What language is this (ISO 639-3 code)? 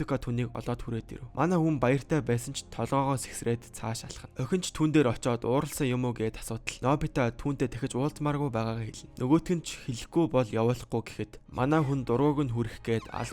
mon